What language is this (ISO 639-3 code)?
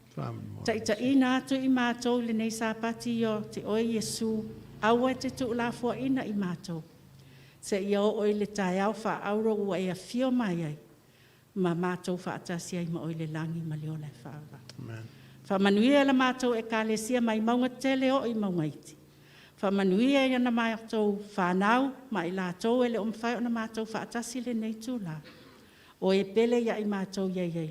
smo